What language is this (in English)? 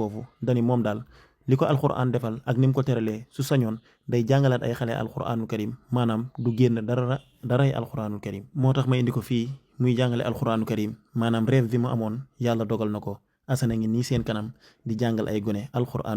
Wolof